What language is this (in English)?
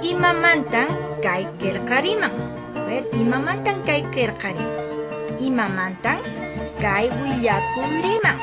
Quechua